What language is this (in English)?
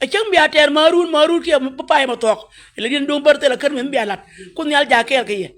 Nuer